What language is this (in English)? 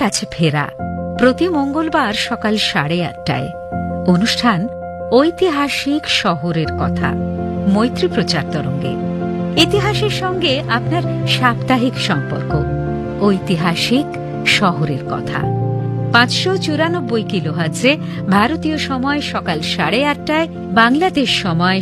Bangla